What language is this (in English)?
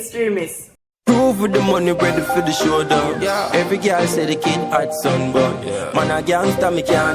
Jamaican Creole English